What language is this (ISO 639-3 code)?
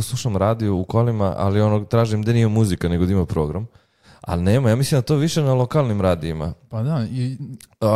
srp